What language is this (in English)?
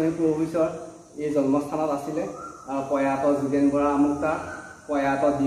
Assamese